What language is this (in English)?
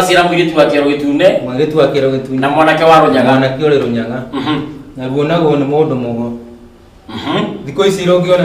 Kikuyu